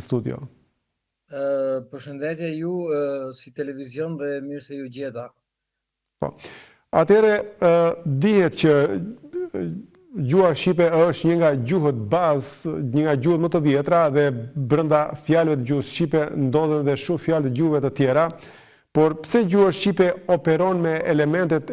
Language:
Albanian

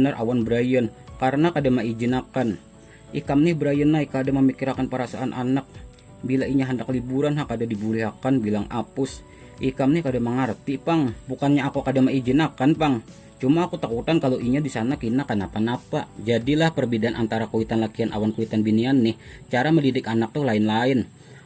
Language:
Banjar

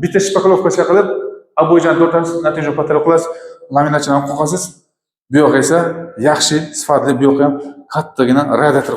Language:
Uzbek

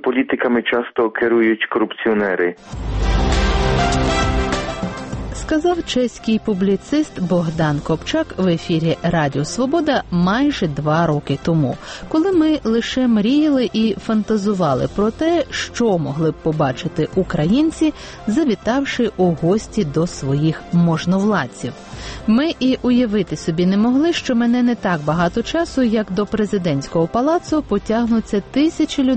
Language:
Ukrainian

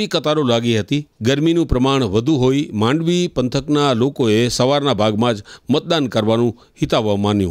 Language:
Gujarati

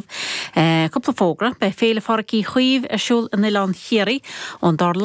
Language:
Irish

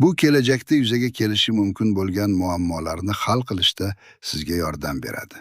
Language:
Uzbek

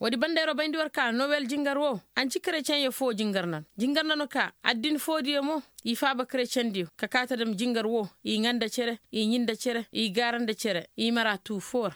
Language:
Koyraboro Senni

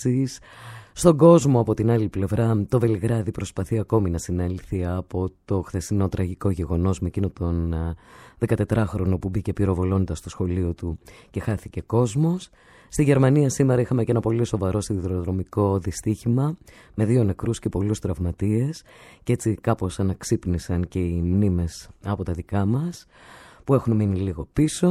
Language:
Greek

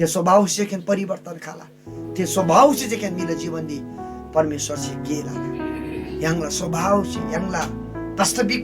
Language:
Eastern Tamang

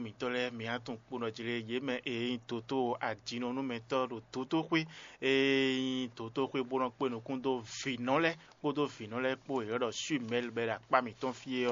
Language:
Fon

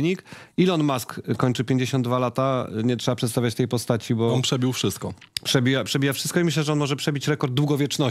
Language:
Polish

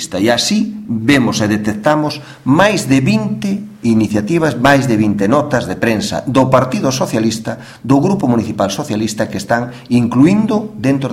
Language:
Galician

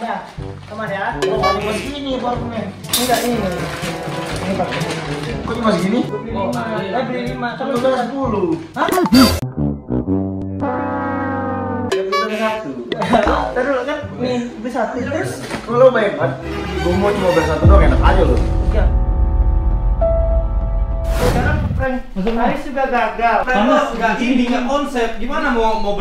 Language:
Indonesian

